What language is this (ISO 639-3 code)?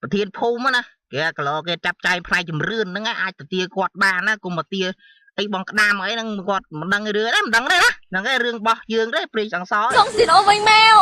khm